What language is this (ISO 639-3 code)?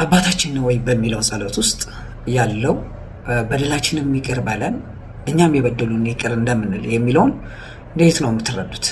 amh